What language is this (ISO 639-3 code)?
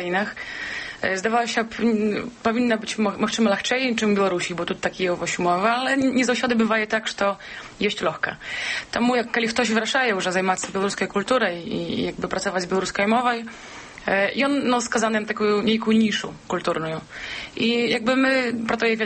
bel